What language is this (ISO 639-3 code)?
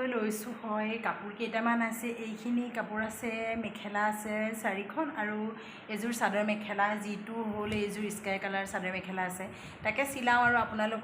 asm